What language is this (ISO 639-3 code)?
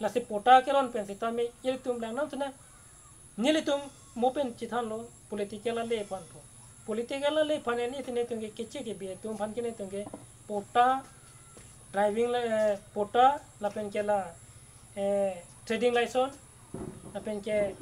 mjw